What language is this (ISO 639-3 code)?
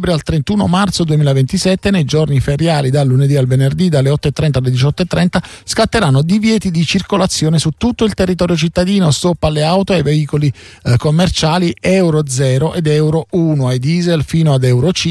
ita